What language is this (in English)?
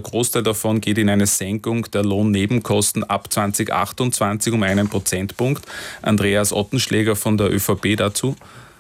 German